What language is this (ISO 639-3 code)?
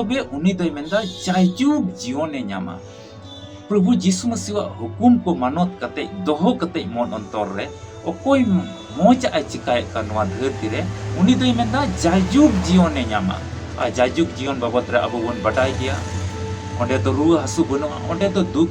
sat